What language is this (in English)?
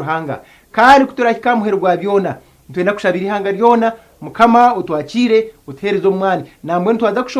Nyankole